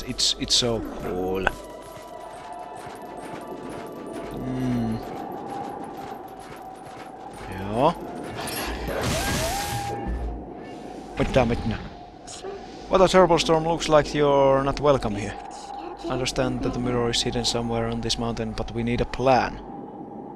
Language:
Finnish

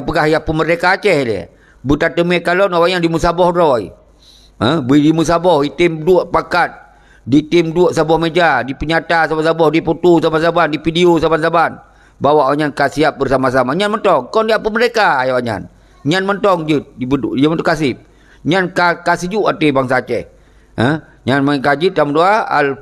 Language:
Achinese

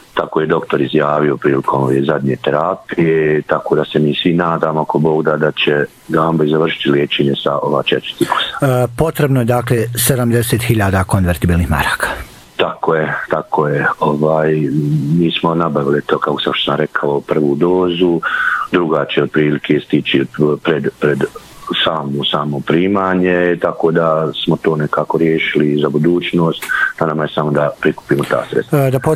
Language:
Bosnian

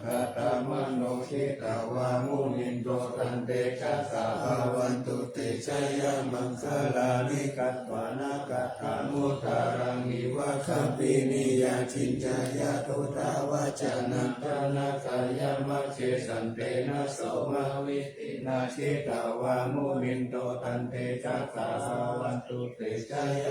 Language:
Pali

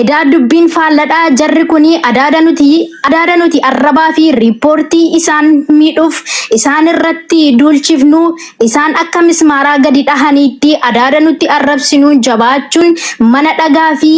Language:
Oromo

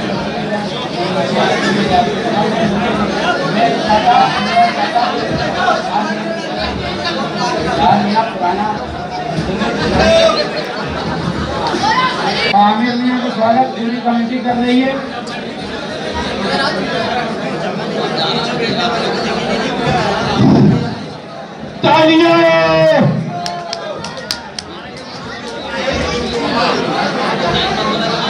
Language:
Hindi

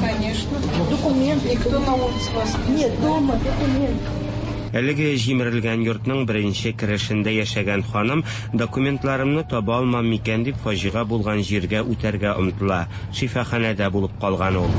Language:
Tatar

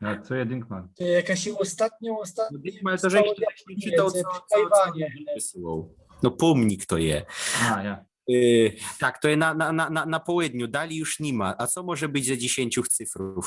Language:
Silesian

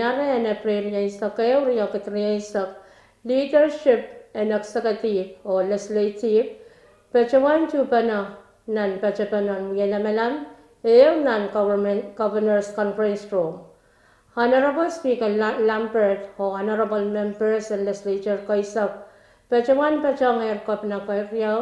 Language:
Pohnpeian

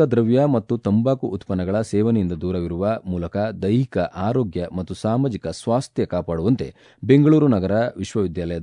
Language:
Kannada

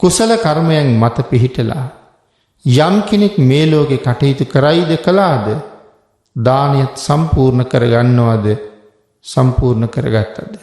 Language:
Sinhala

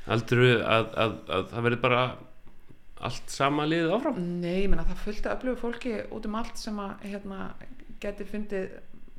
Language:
Icelandic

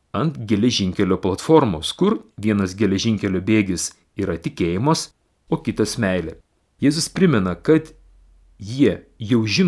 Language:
Lithuanian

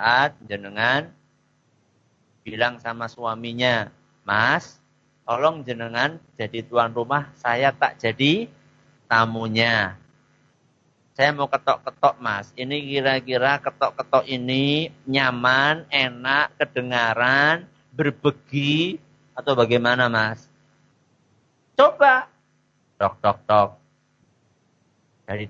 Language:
Indonesian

